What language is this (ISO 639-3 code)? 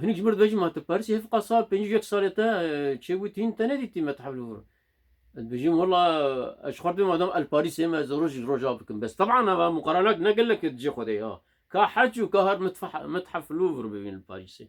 kur